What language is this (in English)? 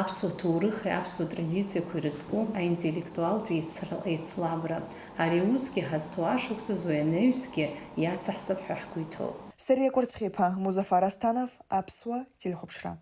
Abkhazian